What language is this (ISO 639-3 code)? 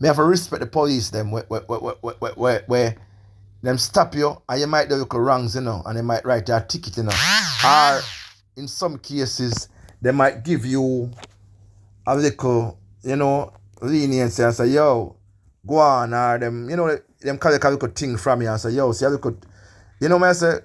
jam